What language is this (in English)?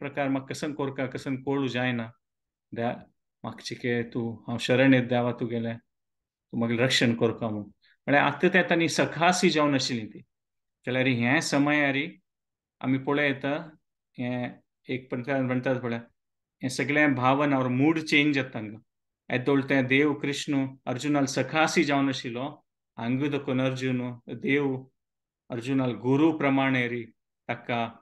Konkani